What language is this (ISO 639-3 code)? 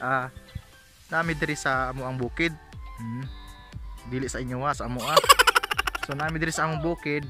ceb